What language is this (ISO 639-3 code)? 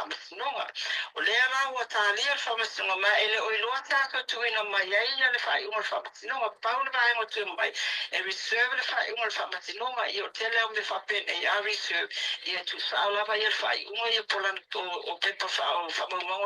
smo